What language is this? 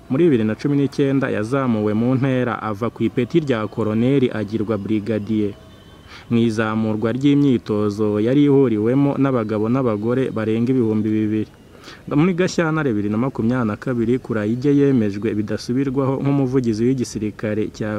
Kinyarwanda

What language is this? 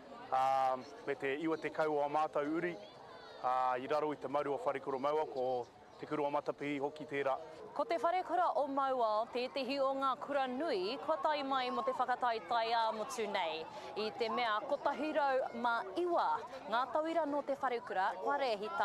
Māori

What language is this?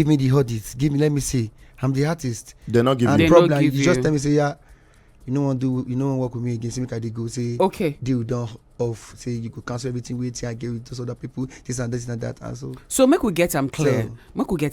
Nigerian Pidgin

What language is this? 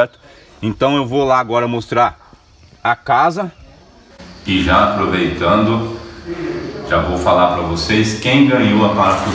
Portuguese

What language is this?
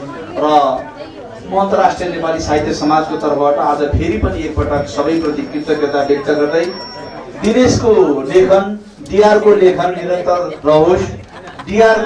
Nepali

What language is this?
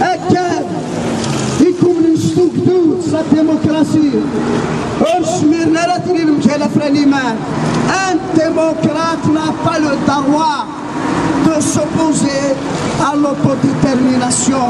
Kabyle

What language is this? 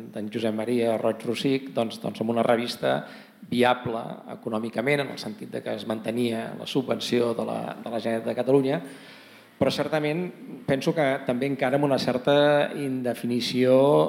Catalan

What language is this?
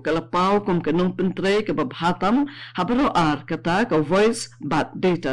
Khasi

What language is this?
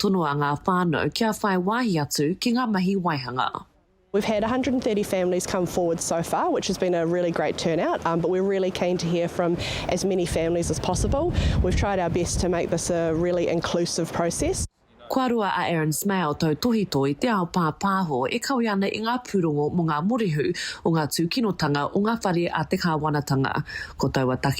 Māori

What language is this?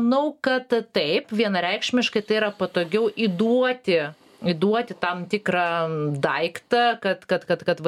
Lithuanian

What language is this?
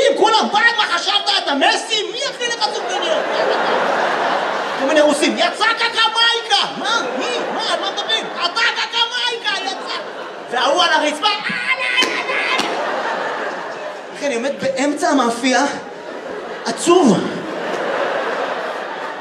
Hebrew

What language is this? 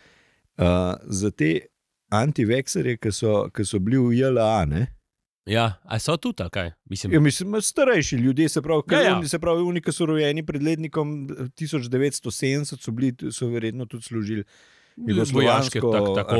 Slovenian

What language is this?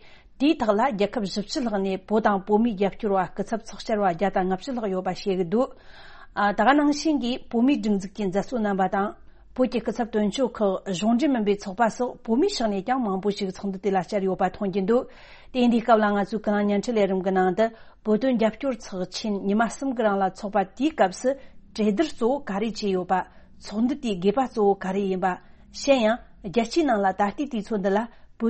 Tibetan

